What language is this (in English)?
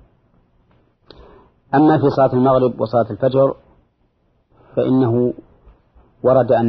Arabic